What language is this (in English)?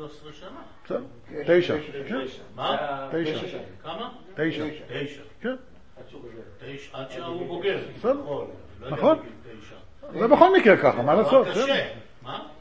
Hebrew